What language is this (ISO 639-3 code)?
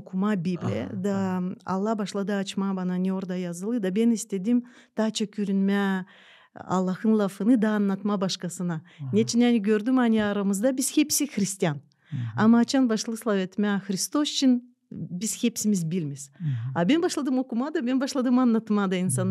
gag